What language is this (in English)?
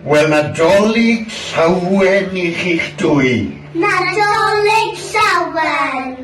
Welsh